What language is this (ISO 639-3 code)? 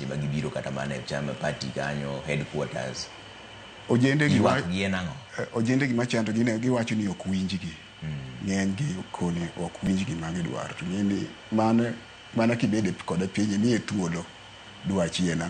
luo